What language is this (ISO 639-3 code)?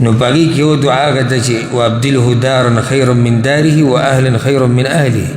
pus